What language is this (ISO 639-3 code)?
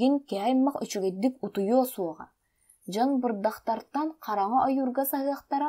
sah